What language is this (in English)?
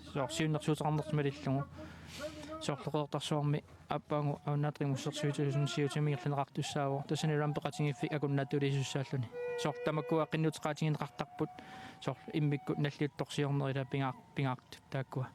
Kalaallisut